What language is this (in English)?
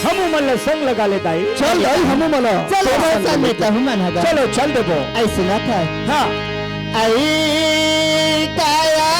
Chhattisgarhi